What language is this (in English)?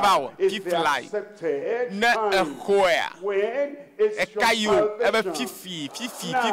Ewe